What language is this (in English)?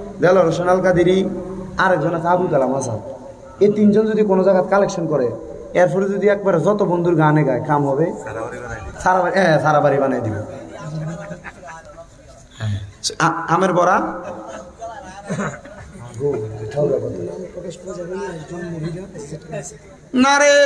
Bangla